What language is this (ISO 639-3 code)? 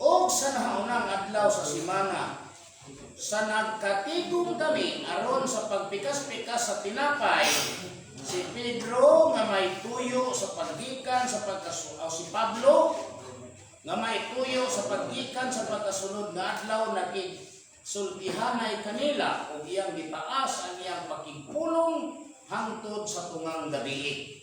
ceb